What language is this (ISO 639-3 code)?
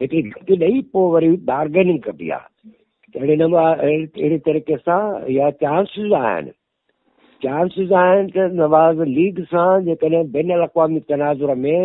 snd